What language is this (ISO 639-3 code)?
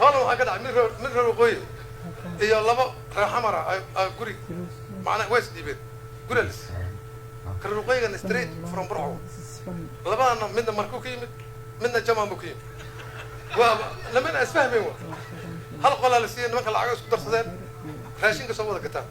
som